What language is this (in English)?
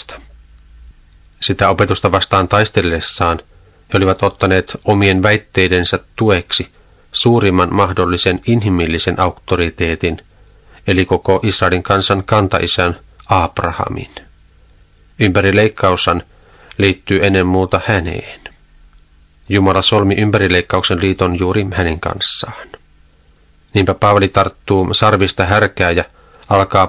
Finnish